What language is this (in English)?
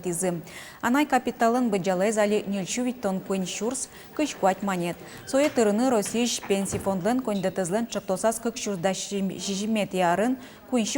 Udmurt